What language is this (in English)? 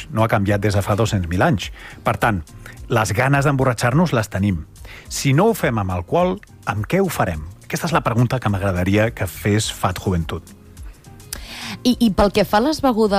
Catalan